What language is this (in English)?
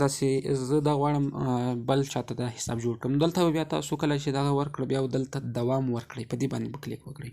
Pashto